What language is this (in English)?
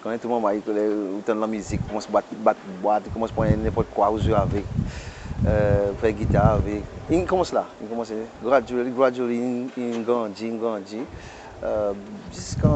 Seselwa Creole French